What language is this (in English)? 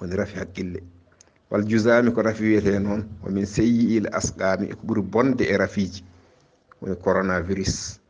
Fula